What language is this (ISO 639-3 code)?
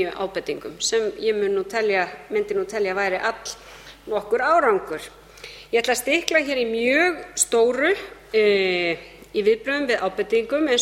isl